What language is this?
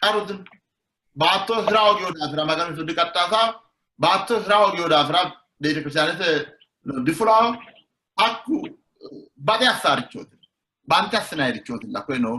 Sidamo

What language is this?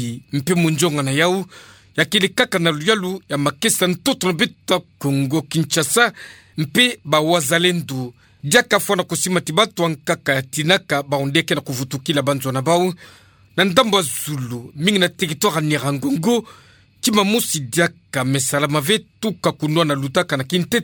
Kituba (Democratic Republic of Congo)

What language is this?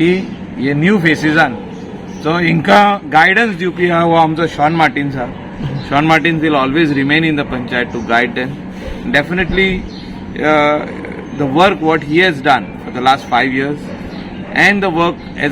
Konkani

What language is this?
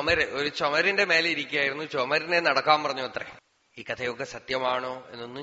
Malayalam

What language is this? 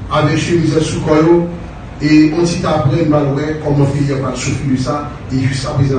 Haitian Creole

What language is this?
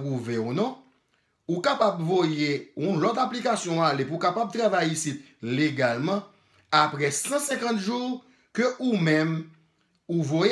Haitian Creole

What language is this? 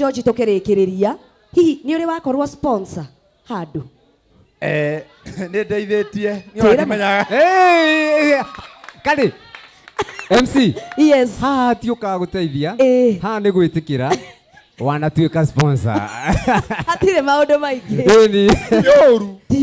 Kikuyu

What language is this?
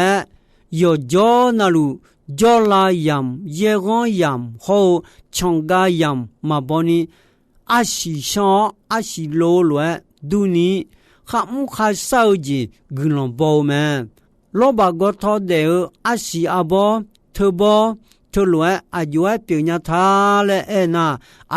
Akha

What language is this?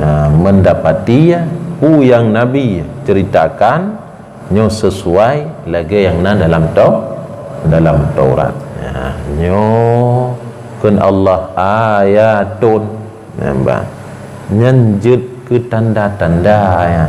Achinese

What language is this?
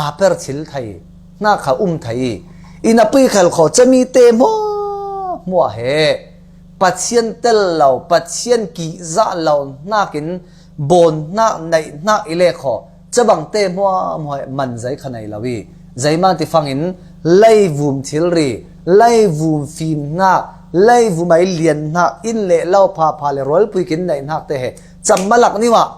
Falam Chin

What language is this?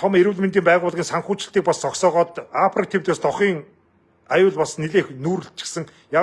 Mongolian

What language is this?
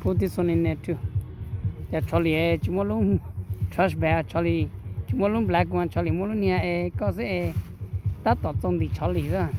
Hmong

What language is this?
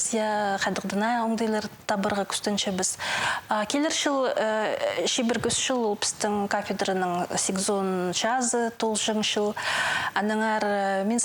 Khakas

